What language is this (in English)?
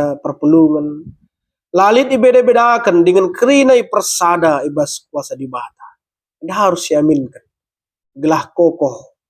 Batak Karo